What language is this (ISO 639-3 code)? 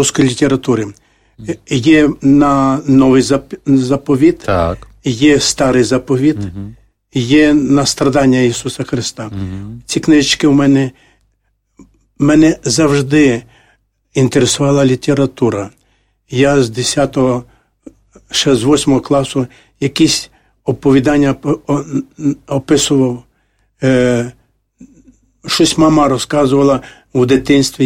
ukr